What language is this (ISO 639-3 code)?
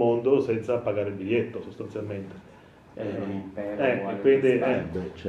ita